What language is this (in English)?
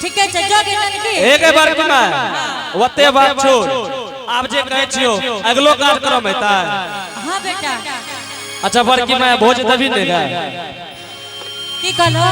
Angika